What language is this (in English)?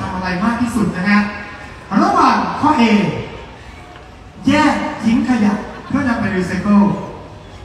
Thai